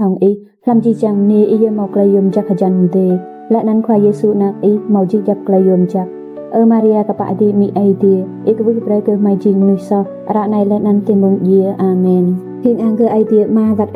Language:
Rade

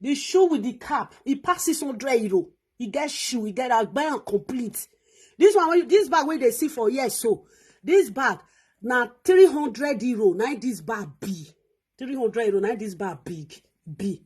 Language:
Nigerian Pidgin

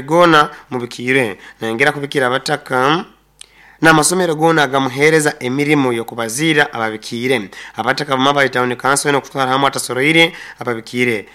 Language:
Nyankole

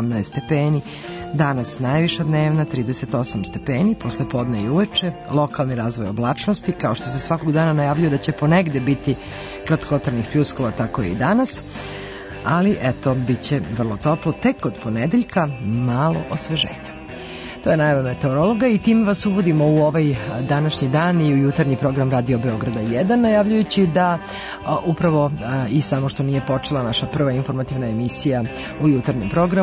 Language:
Serbian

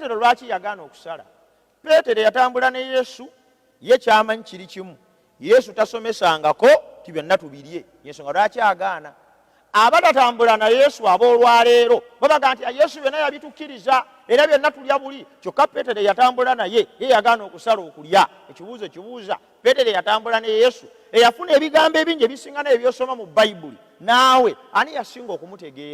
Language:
Ganda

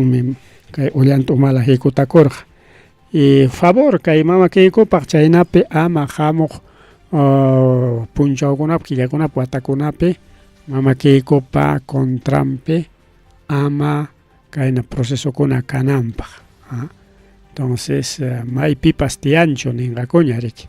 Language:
Ayacucho Quechua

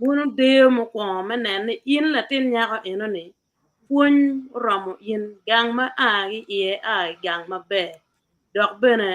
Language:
Acoli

